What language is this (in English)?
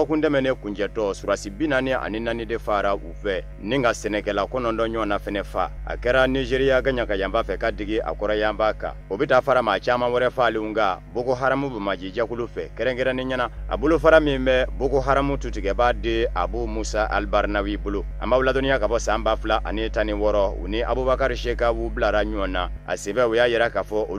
Bambara